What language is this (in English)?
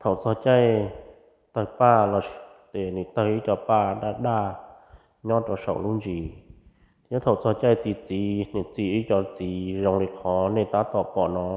Hmong